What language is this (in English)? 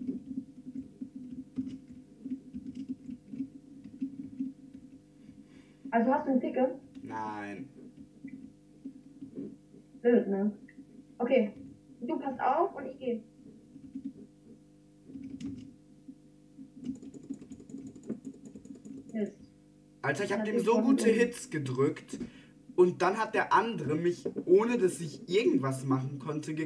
German